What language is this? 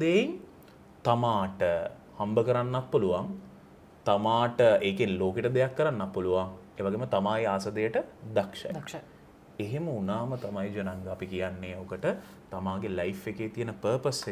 Sinhala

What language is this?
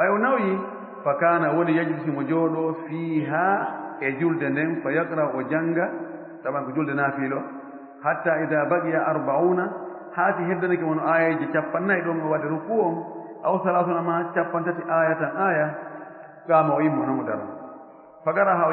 Fula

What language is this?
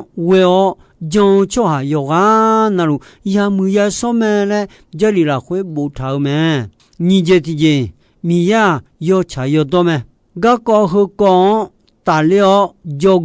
Akha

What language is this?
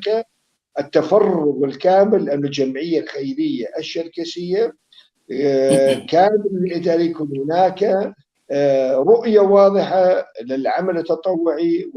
North Levantine Arabic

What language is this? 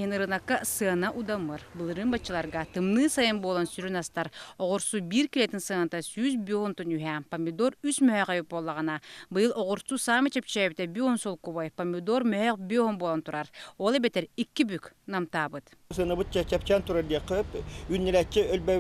Yakut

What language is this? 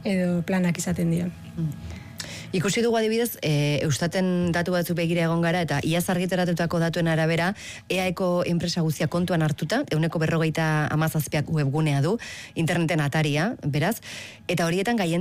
Basque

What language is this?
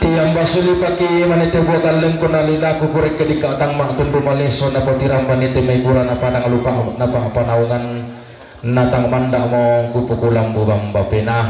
Toraja-Sa'dan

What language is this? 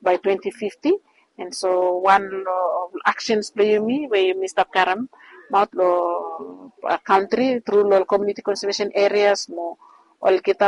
Bislama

